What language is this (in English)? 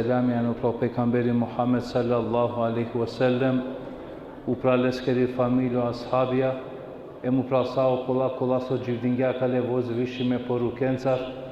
Balkan Romani